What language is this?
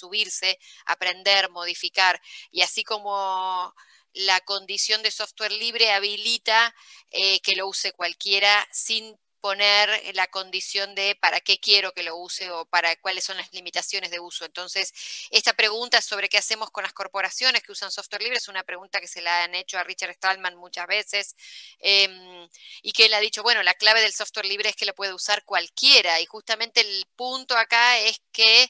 Spanish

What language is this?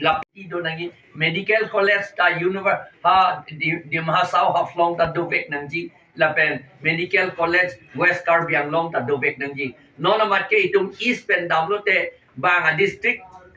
Karbi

